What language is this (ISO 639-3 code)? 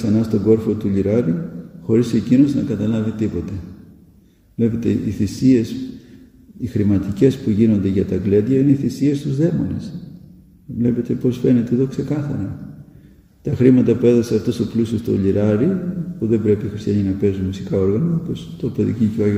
ell